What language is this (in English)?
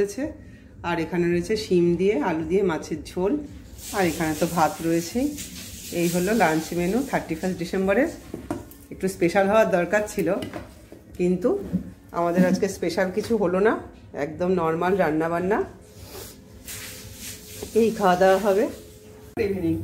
Bangla